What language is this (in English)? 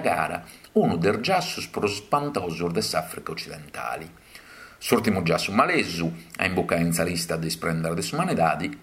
Sardinian